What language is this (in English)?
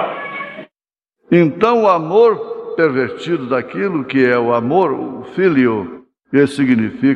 Portuguese